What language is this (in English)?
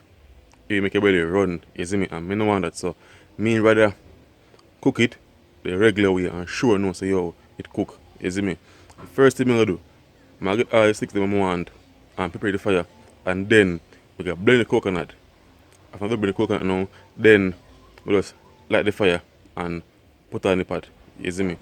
Jamaican Creole English